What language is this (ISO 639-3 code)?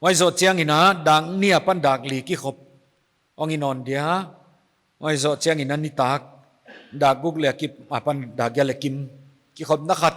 pck